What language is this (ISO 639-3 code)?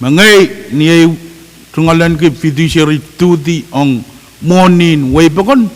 pon